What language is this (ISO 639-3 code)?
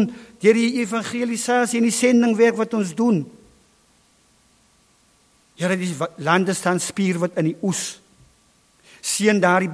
afr